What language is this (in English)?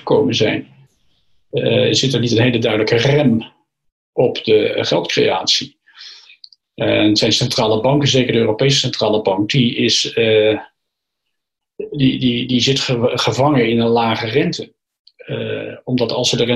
Dutch